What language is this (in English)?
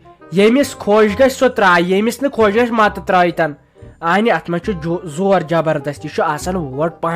Kashmiri